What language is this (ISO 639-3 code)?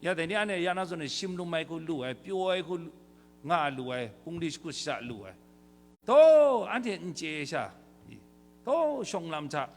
kac